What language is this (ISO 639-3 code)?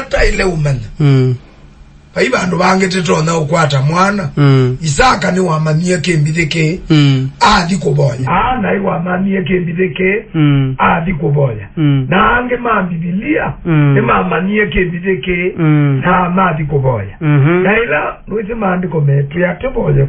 kam